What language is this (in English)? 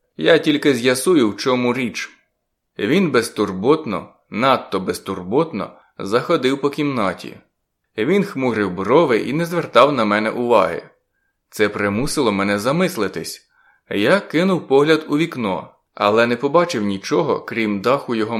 Ukrainian